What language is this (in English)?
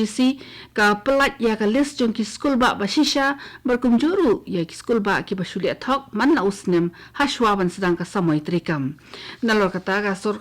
Khasi